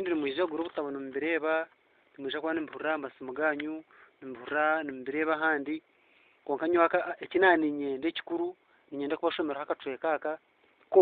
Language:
Nyankole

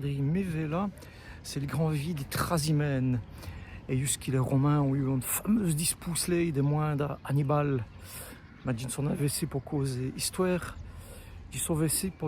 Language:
Walloon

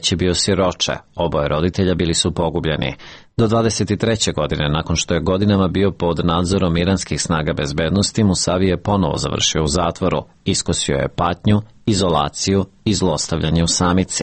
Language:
Serbian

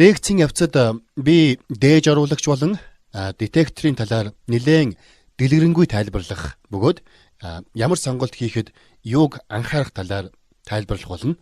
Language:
Mongolian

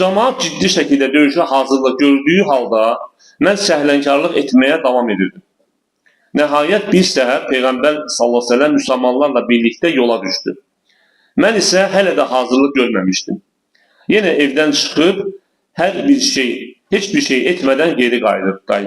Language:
Azerbaijani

